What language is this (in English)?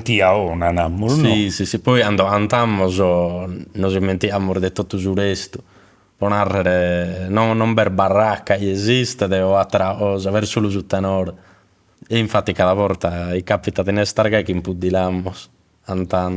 Sardinian